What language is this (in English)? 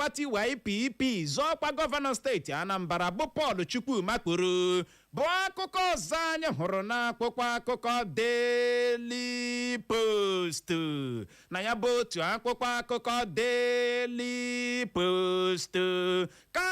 Igbo